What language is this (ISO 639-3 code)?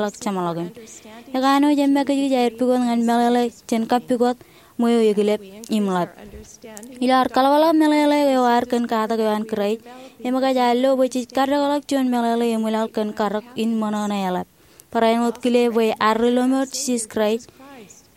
mah